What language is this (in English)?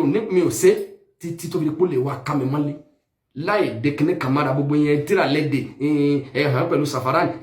Yoruba